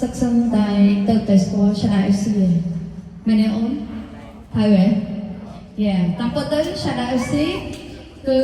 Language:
Khmer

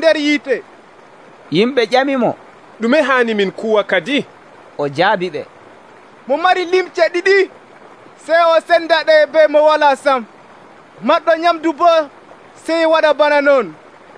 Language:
Nigerian Fulfulde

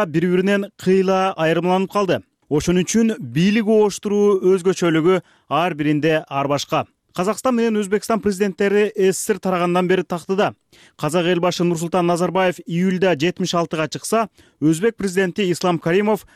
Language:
Kyrgyz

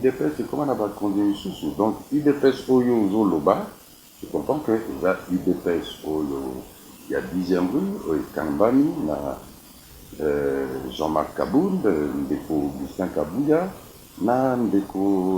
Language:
Lingala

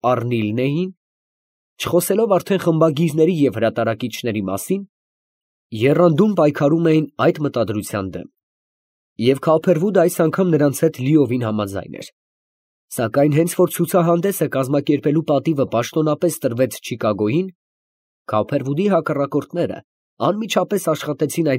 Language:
Armenian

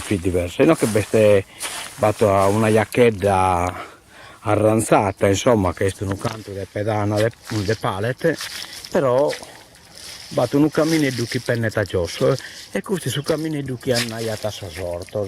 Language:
Sardinian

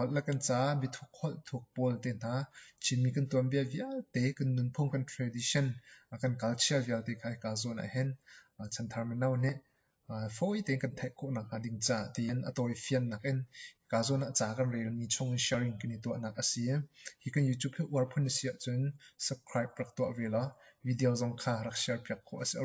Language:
Hakha Chin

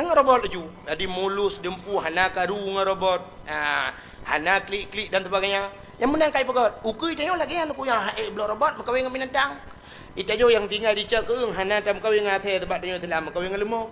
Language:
Achinese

